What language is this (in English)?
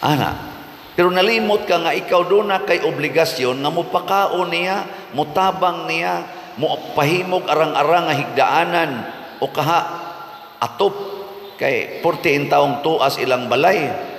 Cebuano